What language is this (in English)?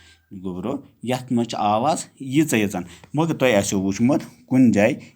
Kashmiri